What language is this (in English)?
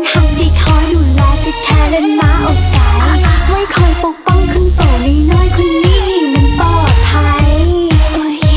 Thai